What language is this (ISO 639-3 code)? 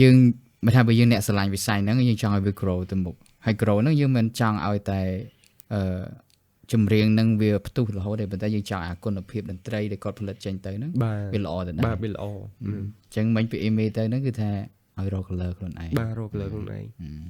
khm